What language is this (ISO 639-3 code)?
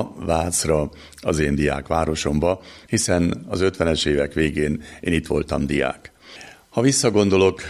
hun